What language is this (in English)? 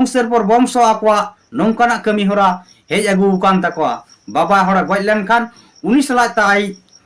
Santali